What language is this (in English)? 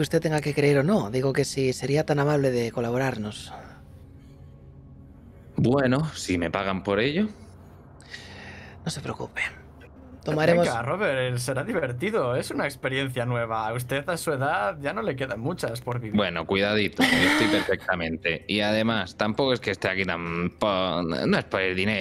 Spanish